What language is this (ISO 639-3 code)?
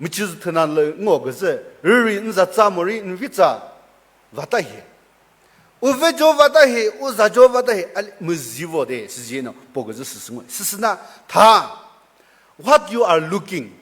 nri